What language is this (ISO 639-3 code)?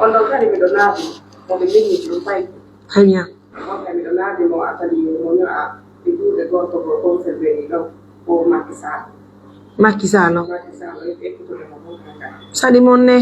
fuf